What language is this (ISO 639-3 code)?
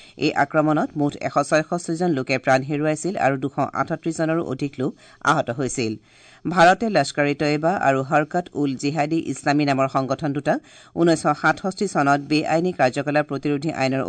asm